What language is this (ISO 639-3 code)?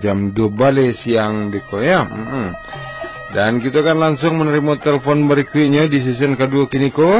min